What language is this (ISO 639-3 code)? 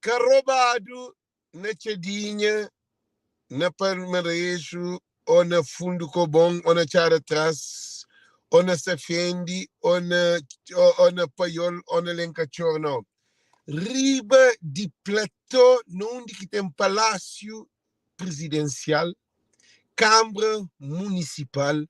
kea